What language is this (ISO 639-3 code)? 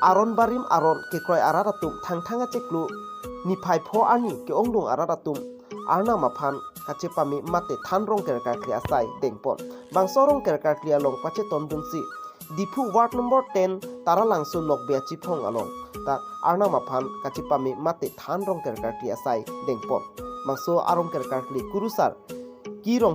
mjw